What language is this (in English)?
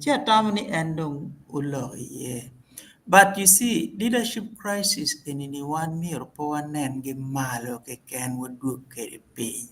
Acoli